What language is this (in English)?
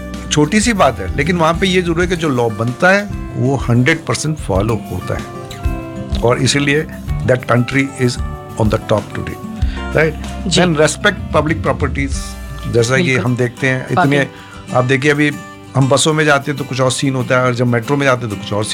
Hindi